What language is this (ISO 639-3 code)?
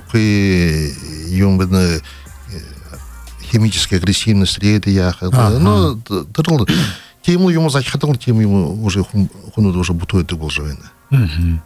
bua